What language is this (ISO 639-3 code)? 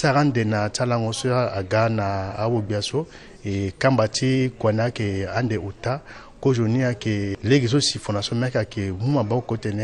sag